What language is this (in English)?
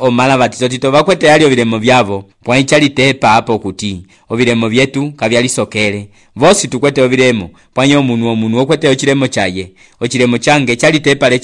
Umbundu